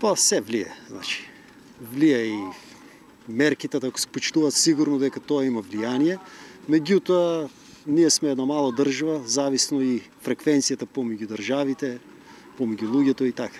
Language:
Macedonian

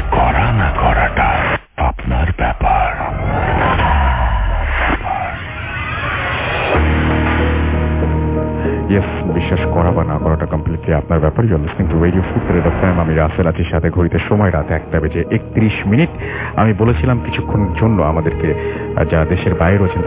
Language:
Bangla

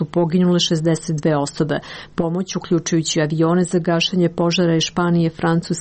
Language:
Serbian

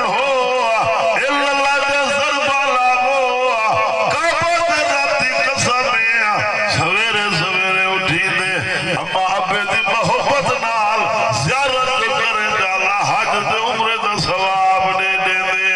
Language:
Saraiki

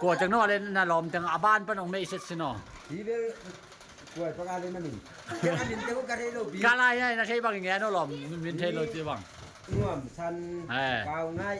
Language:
Tedim Chin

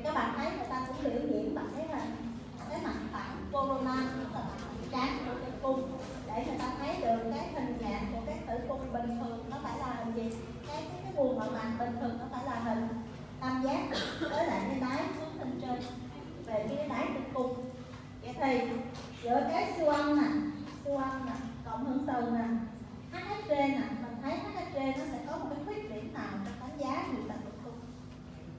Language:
Vietnamese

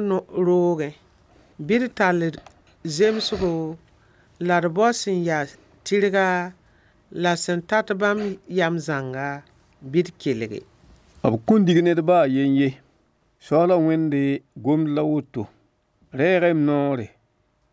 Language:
Mossi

